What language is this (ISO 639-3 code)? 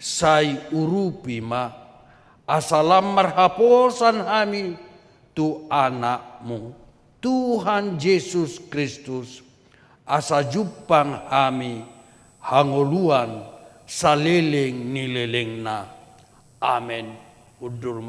bbc